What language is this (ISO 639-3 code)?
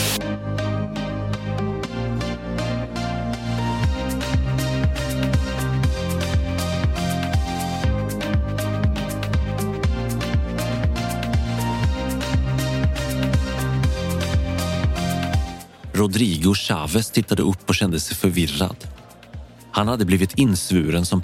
swe